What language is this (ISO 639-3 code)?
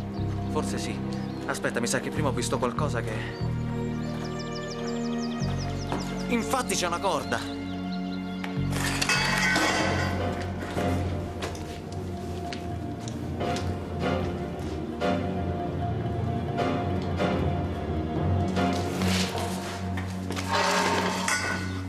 ita